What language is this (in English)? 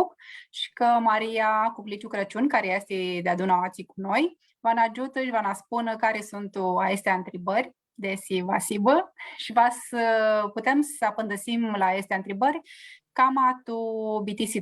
Aromanian